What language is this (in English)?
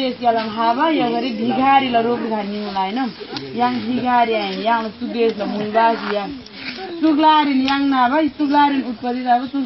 Nepali